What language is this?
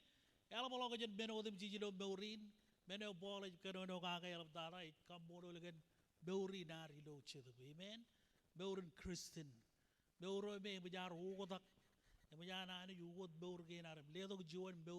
Marshallese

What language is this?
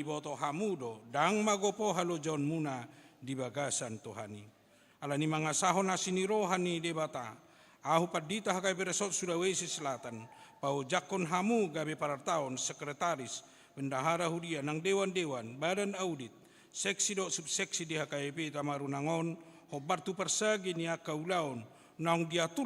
Batak Toba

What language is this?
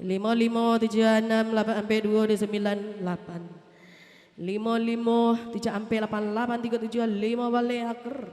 Minangkabau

